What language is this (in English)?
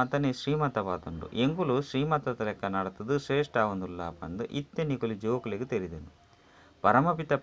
Tulu